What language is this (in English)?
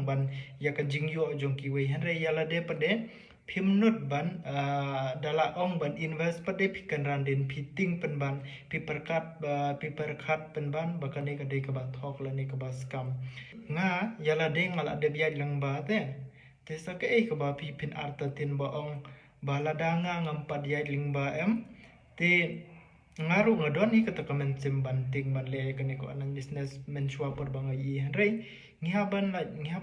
Khasi